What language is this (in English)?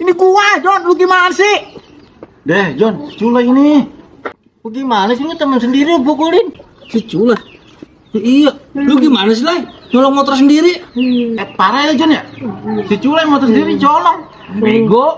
Betawi